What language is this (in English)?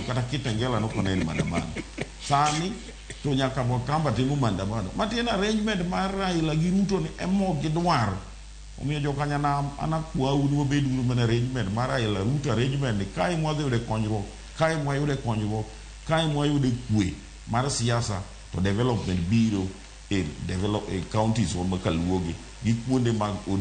Luo (Kenya and Tanzania)